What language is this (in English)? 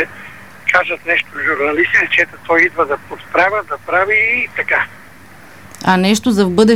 Bulgarian